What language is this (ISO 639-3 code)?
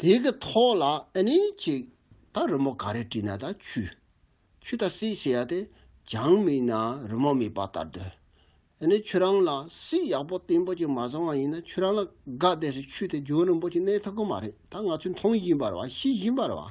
bod